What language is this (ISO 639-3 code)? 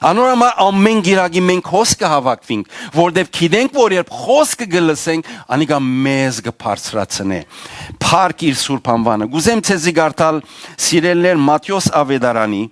hyw